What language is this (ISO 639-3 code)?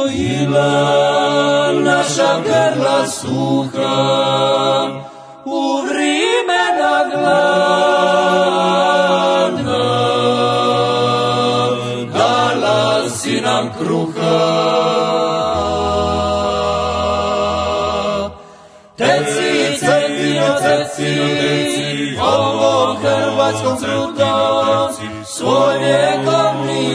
hrv